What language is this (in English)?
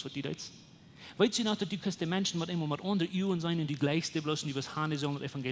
Plautdietsch